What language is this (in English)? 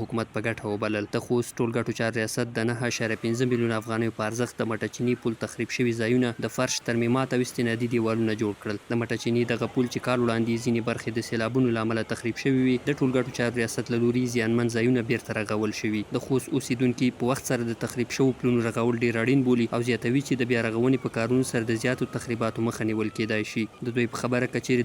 Pashto